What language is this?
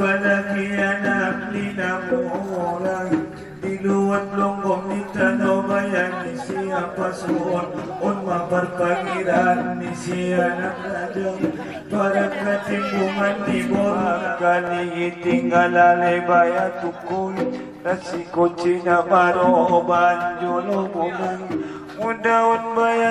Batak Angkola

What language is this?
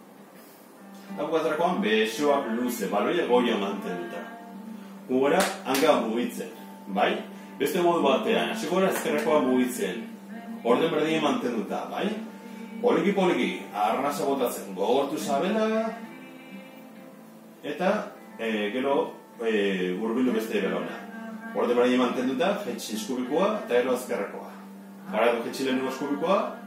Basque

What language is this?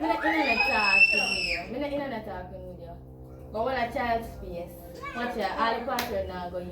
Jamaican Creole English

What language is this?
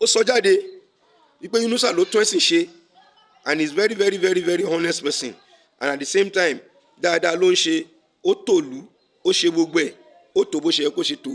Yoruba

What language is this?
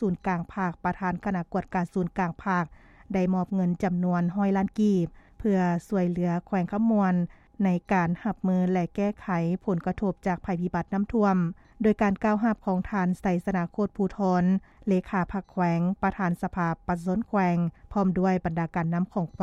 Lao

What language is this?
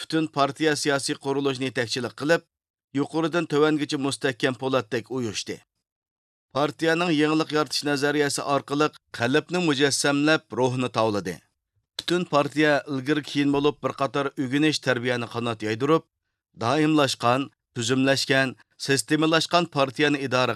Uyghur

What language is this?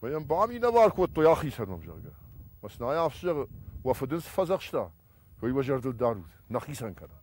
Ossetic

